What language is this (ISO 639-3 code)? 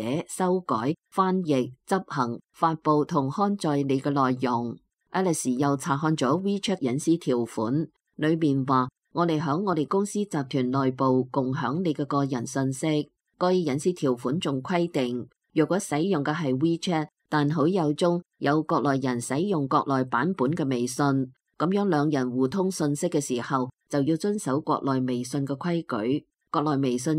yue